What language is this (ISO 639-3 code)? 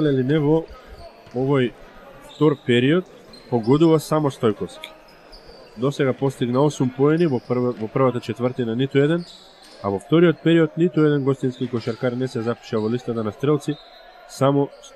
mkd